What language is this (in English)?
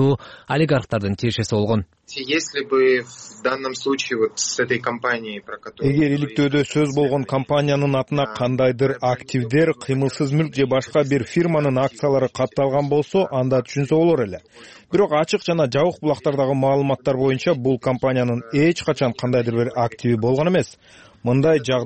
Kyrgyz